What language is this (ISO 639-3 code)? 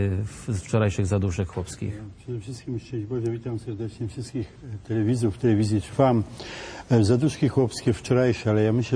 pol